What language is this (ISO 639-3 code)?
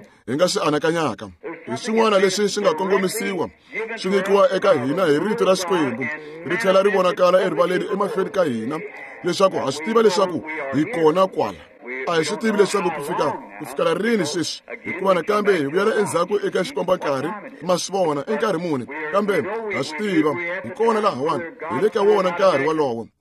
tso